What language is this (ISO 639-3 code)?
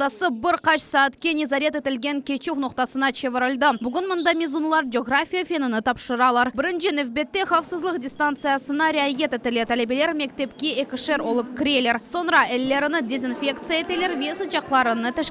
crh